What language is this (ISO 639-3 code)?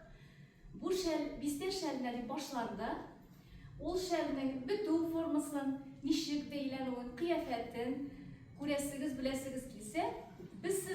tat